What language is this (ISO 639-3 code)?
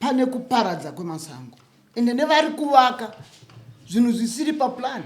sna